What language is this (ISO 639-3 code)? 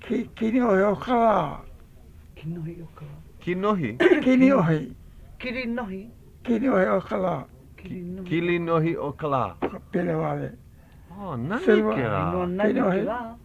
haw